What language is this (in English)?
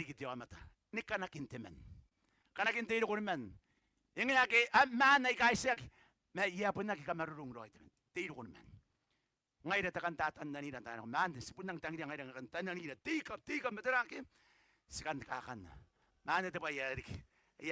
Gilbertese